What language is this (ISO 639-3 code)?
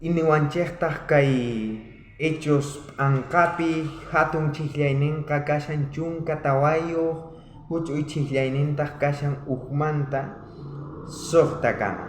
quh